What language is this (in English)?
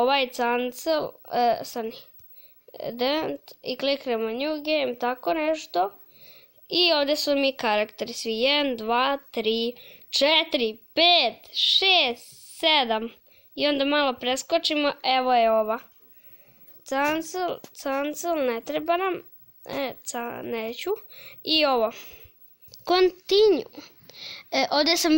Croatian